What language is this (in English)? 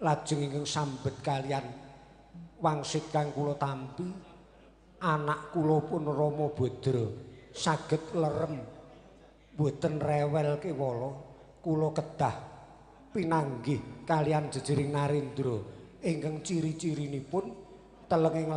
Javanese